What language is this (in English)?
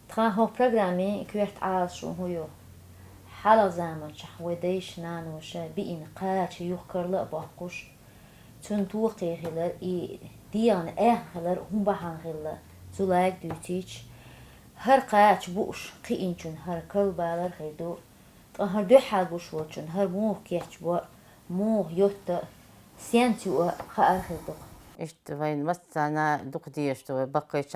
Chechen